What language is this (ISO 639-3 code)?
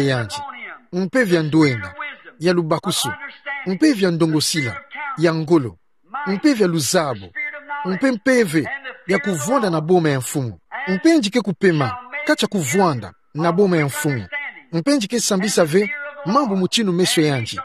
ktu